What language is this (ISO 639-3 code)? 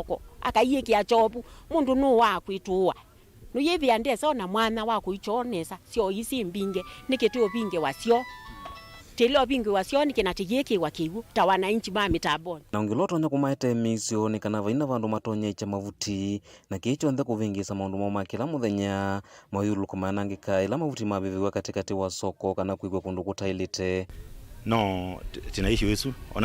kam